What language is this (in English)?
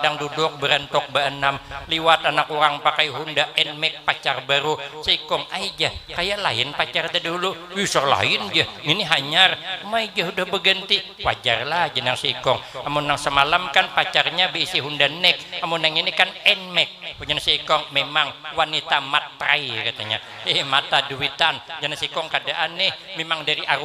Banjar